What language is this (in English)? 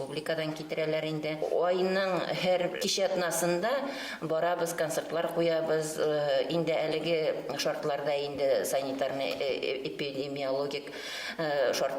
Bashkir